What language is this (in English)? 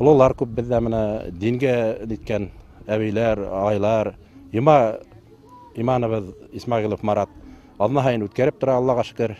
Bashkir